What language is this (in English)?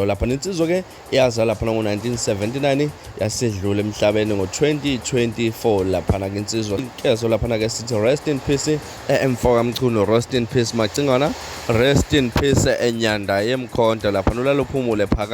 Zulu